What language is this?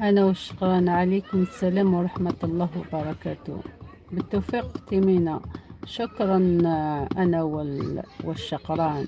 Algerian Arabic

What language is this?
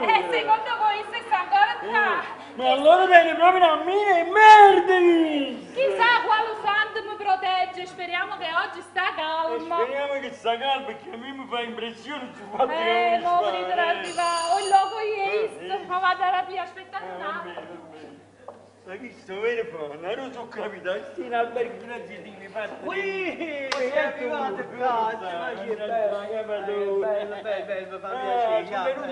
Neapolitan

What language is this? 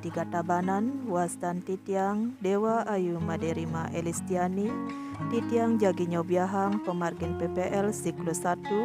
Balinese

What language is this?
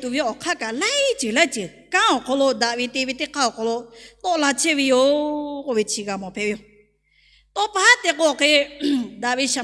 Lahu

